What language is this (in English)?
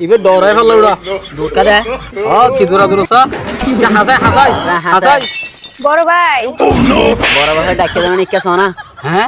Rohingya